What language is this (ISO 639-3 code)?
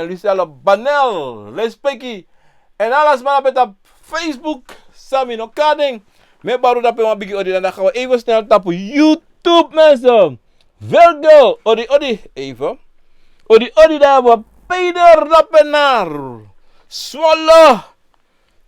srn